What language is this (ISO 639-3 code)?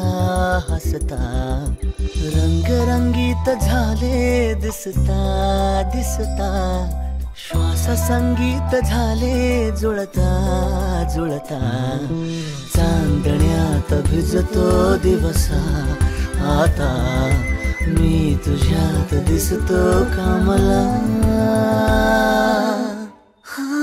mar